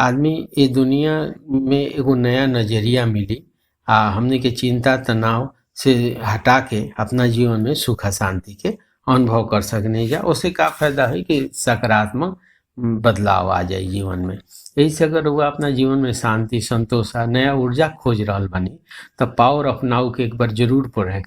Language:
Bhojpuri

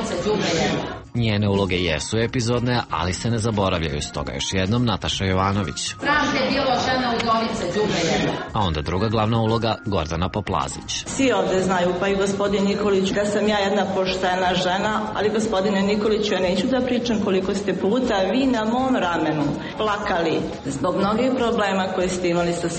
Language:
Serbian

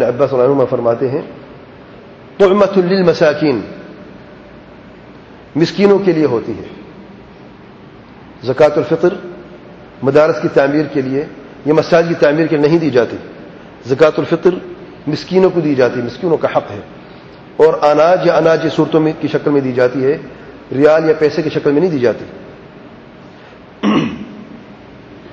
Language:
Urdu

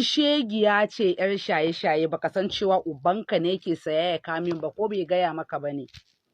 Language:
Hausa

